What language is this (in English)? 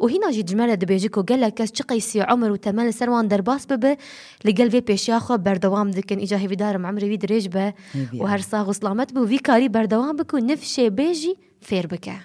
Kurdish